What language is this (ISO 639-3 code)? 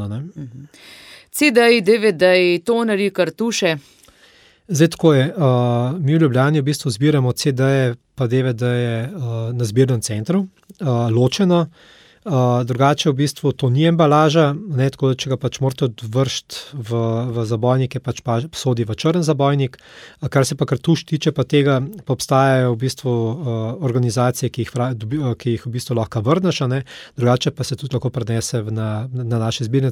slv